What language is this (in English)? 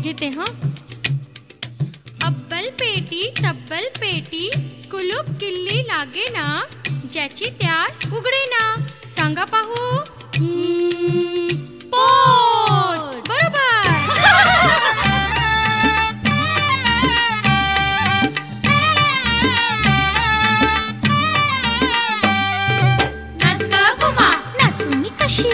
Marathi